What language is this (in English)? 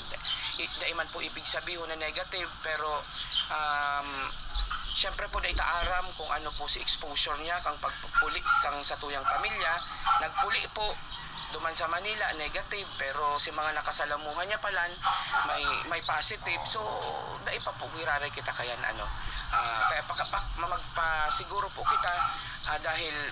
Bikol